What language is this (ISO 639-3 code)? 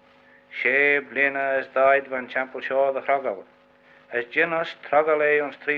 glv